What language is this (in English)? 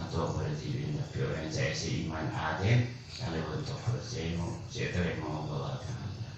Madurese